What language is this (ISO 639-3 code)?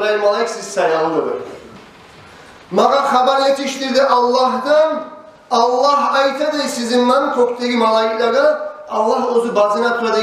kum